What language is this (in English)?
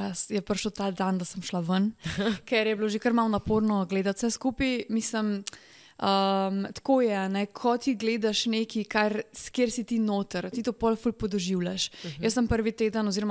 Slovenian